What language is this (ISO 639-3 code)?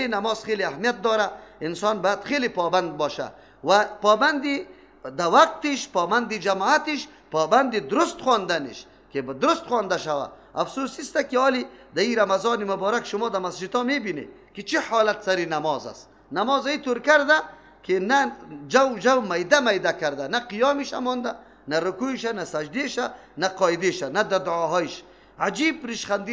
fas